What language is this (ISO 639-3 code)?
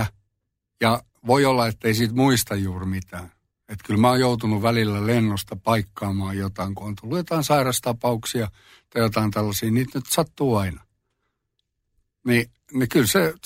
fin